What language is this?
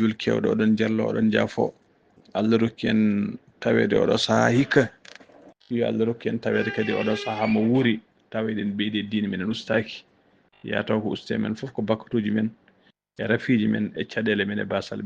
Fula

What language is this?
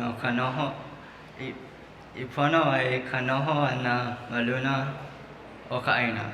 Hawaiian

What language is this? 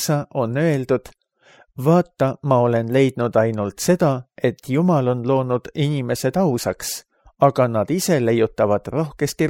Estonian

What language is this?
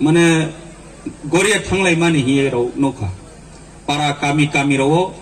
Riang (India)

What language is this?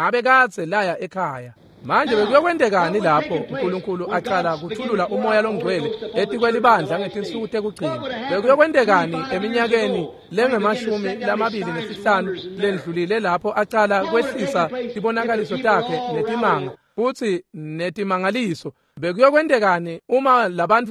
Swati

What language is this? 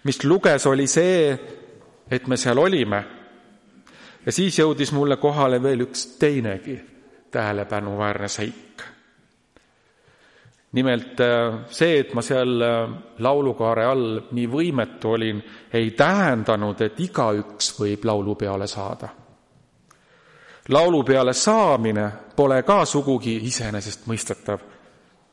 Estonian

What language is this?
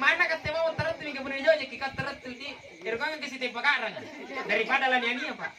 Makasar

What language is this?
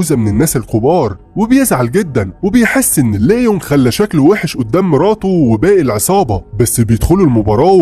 Egyptian Arabic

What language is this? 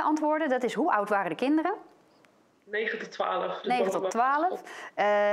Dutch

